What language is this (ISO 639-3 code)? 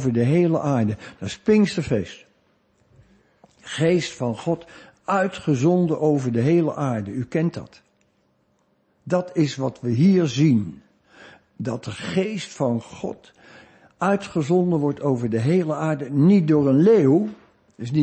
nld